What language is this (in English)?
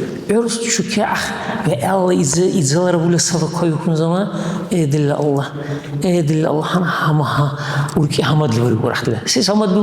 Dargwa